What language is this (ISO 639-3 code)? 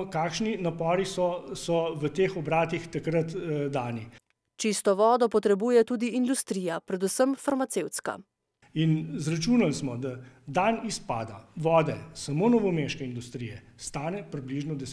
slv